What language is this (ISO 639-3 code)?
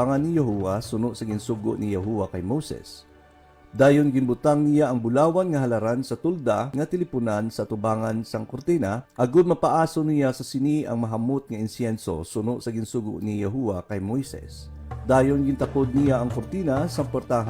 hil